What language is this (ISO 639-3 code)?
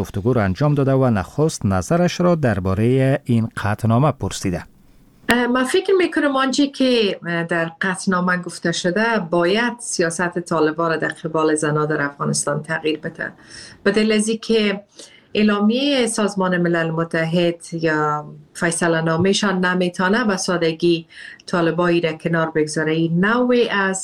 fas